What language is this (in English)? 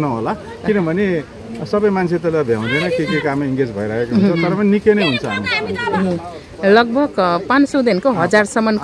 Nepali